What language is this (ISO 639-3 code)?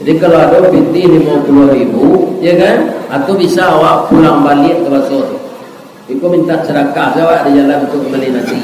min